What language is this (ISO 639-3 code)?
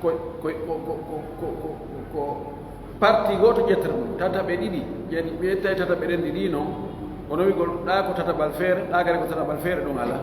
fuf